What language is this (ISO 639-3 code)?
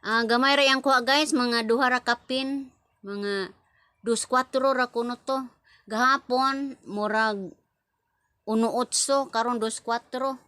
ceb